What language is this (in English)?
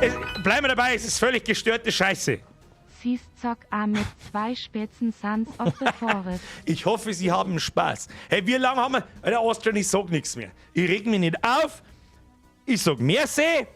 Bavarian